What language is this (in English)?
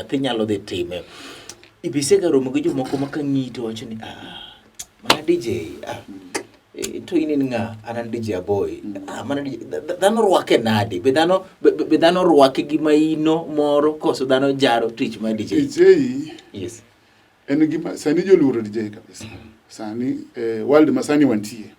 Luo (Kenya and Tanzania)